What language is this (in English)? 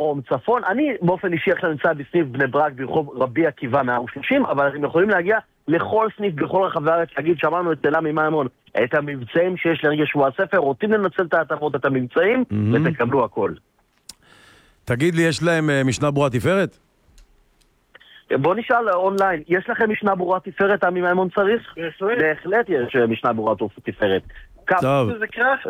Hebrew